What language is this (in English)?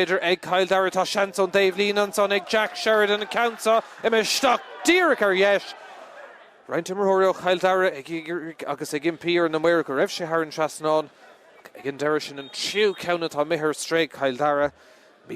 Irish